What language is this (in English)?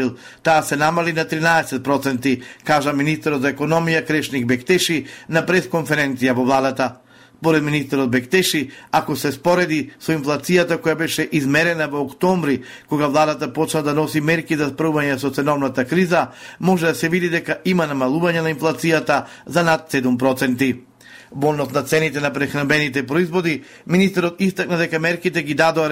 Macedonian